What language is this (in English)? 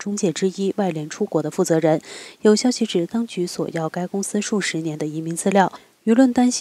Chinese